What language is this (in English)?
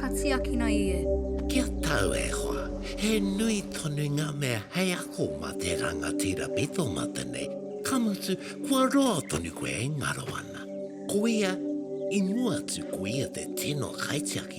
Māori